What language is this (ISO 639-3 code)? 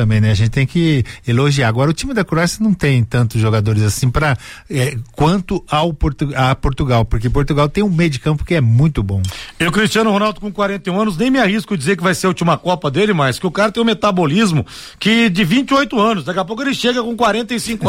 por